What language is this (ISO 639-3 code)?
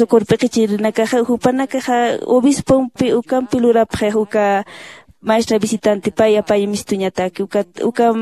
aym